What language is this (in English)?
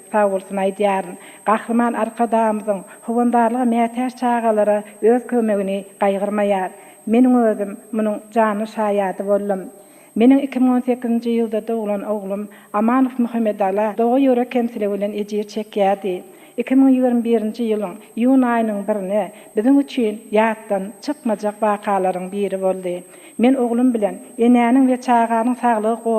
Turkmen